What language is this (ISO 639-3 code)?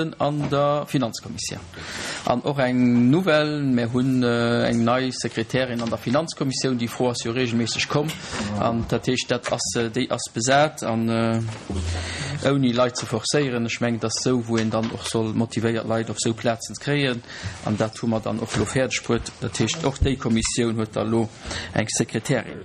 ltz